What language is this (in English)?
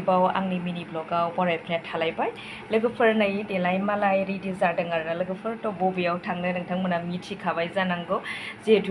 Bodo